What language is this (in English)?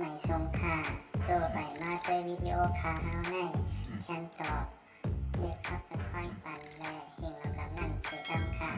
Shan